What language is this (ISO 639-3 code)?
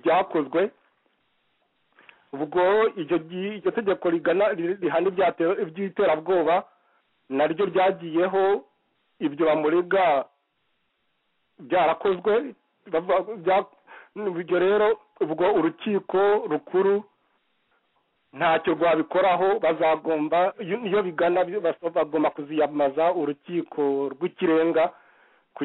kin